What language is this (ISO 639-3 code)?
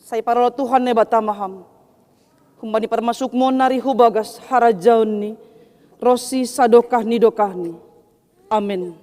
bts